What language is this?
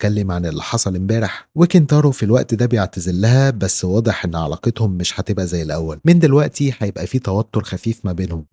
Egyptian Arabic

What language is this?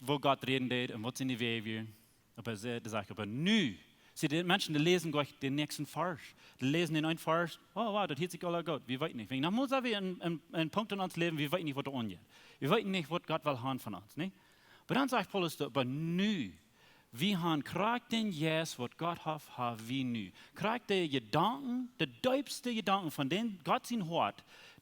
Plautdietsch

